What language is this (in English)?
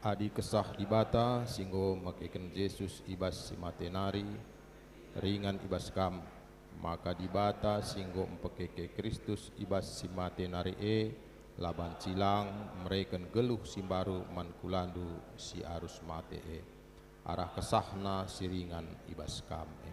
Batak Karo